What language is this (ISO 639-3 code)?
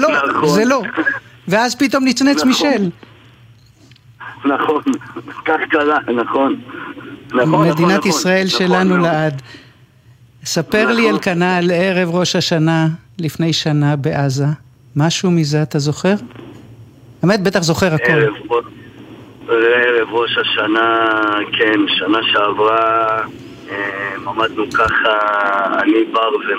heb